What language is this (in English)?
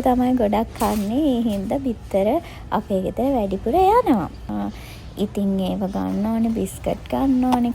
Sinhala